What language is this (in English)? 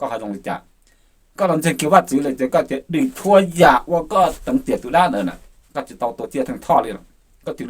Hmong